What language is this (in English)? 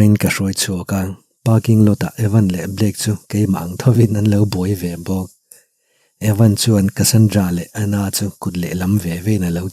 Mizo